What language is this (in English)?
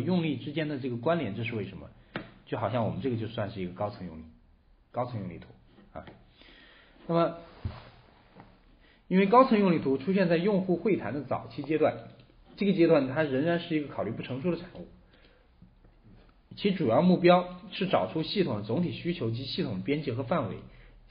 Chinese